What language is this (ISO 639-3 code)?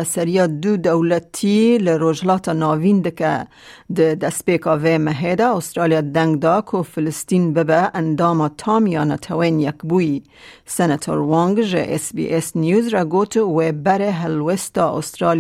kur